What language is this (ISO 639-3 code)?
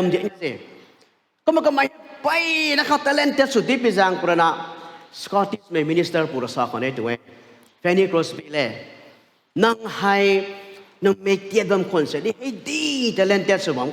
nbu